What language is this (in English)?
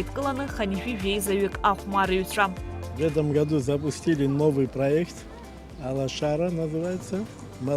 Abkhazian